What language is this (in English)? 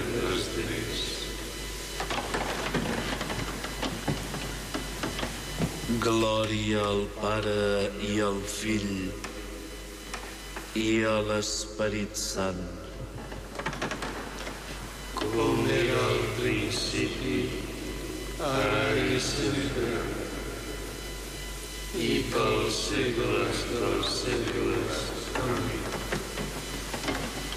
Catalan